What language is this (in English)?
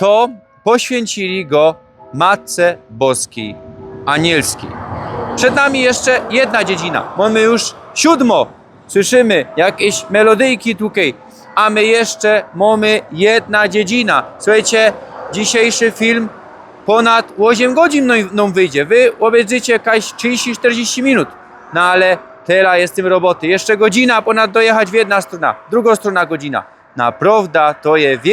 Silesian